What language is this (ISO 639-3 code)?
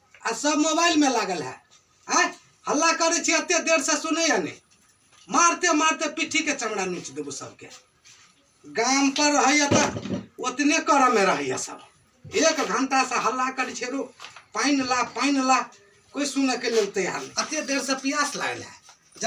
mai